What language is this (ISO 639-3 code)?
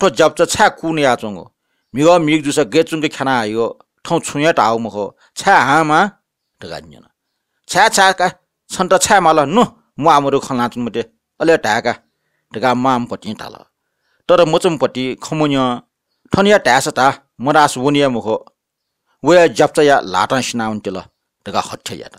new